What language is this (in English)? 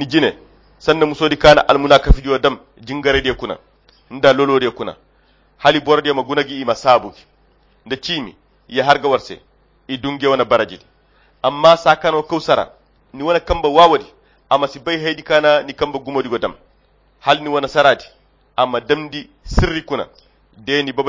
Koyra Chiini